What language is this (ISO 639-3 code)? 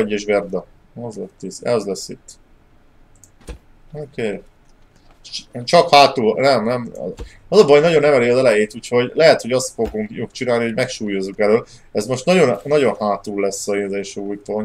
hun